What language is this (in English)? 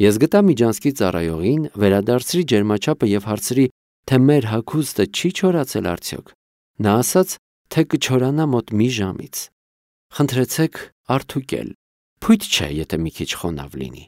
Armenian